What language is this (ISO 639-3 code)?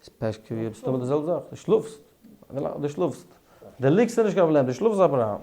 yid